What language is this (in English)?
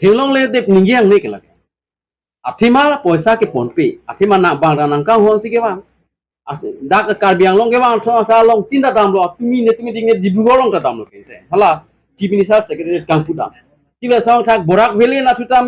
Karbi